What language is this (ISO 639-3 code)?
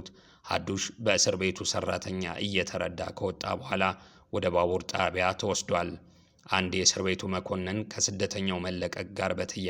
amh